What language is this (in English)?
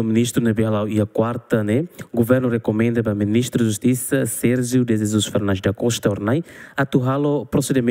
Tetum